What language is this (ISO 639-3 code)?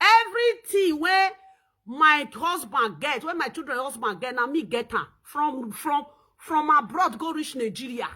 pcm